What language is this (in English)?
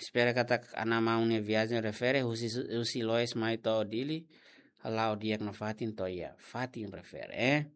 Tetum